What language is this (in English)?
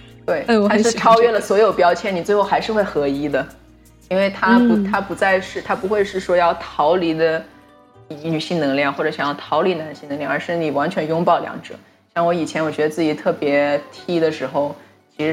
Chinese